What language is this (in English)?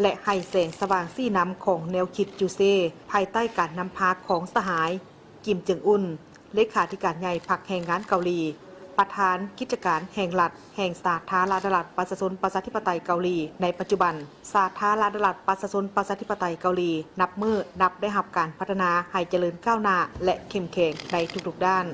Lao